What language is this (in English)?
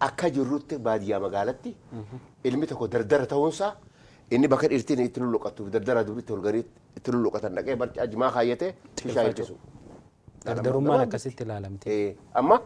Oromo